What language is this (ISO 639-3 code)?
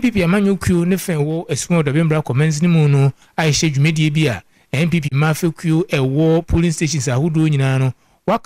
aka